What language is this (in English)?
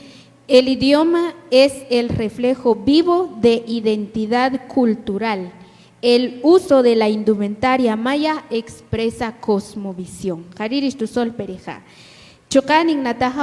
Kaqchikel